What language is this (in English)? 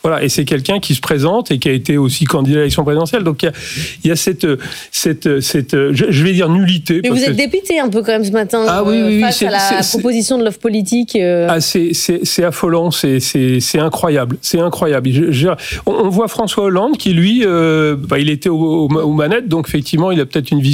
French